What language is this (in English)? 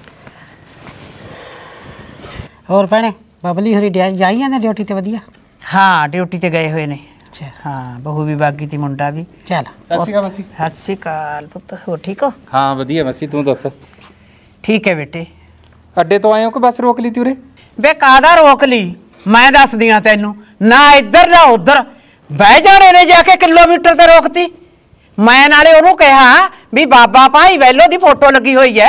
Punjabi